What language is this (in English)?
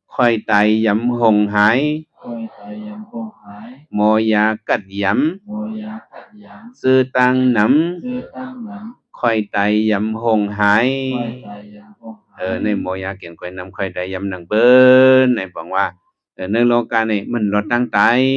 Shan